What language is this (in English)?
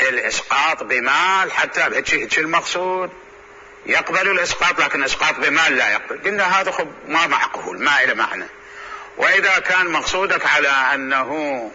Mesopotamian Arabic